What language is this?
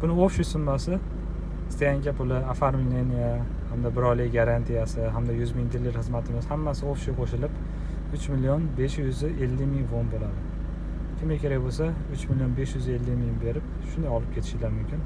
Uzbek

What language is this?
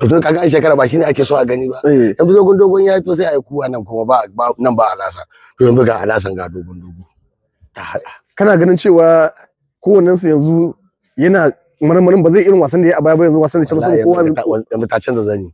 Hausa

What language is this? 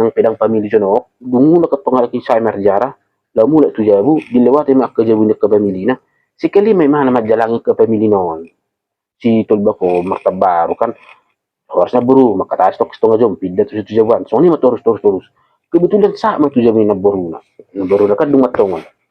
Batak Toba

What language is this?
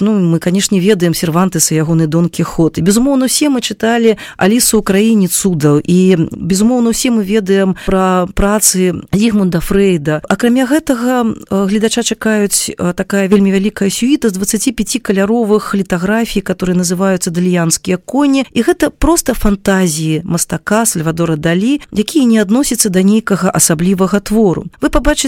Belarusian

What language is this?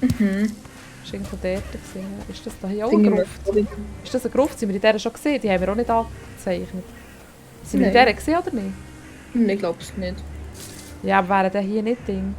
Swiss German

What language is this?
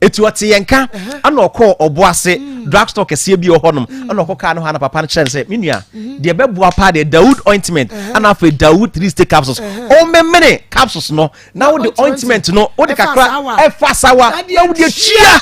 Akan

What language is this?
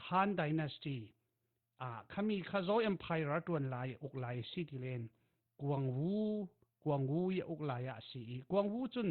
Falam Chin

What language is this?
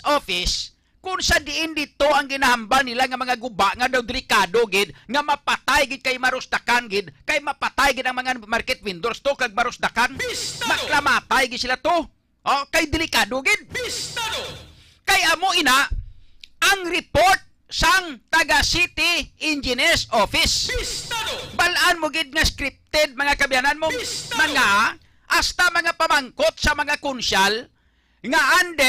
Hiligaynon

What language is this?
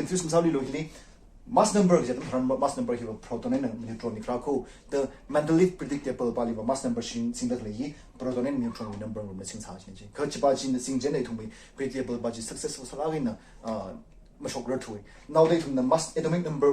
Tangkhul Naga (India)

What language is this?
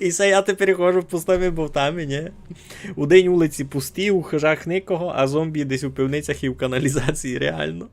Rusyn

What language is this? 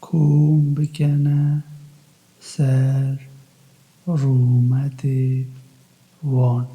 Kurdish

